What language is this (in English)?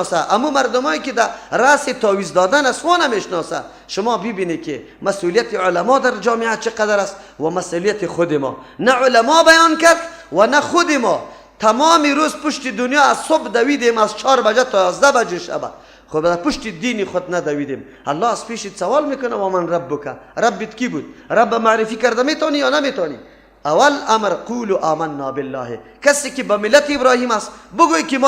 Persian